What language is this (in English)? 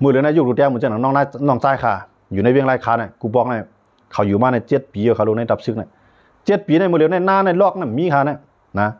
Shan